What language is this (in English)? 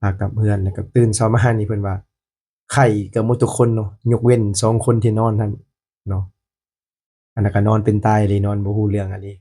Lao